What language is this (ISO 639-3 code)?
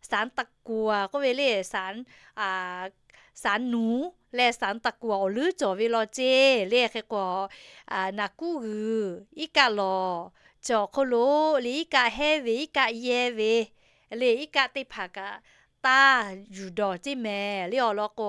lhu